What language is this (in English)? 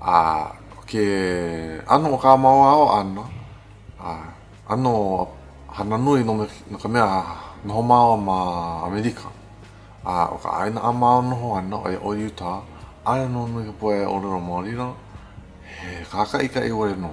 Hawaiian